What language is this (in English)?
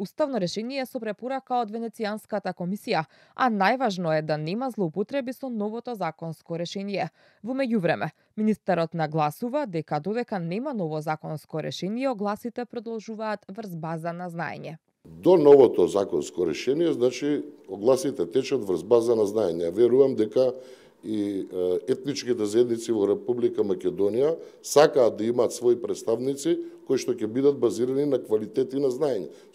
Macedonian